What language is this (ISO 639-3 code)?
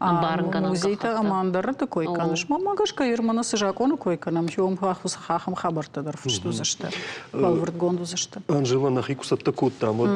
oss